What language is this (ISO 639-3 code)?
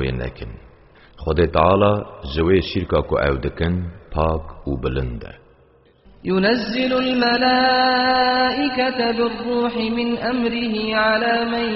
kur